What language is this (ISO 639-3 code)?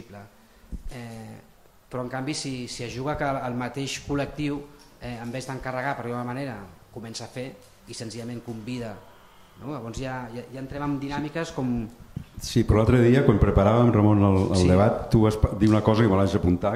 cat